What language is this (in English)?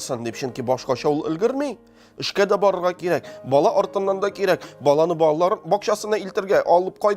Tatar